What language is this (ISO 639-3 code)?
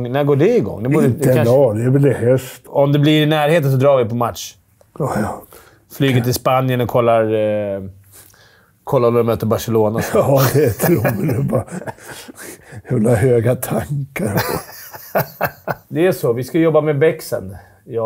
swe